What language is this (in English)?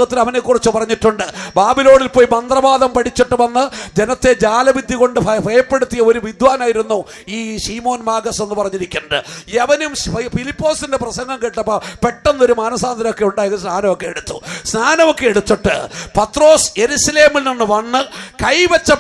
Malayalam